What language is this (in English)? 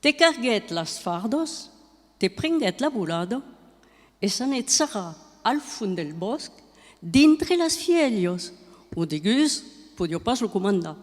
Occitan